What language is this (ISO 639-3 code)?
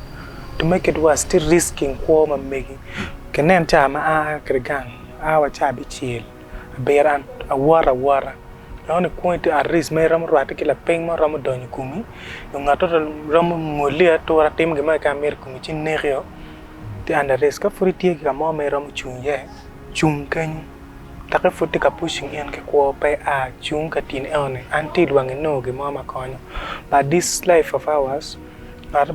ach